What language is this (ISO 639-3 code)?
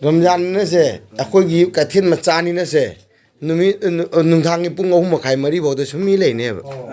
mni